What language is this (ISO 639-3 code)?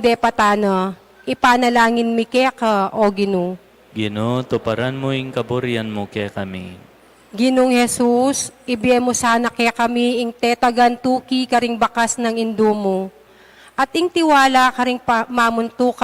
pam